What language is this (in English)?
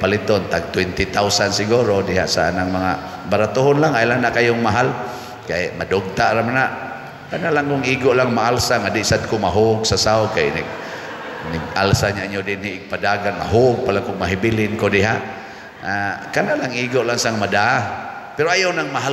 Cebuano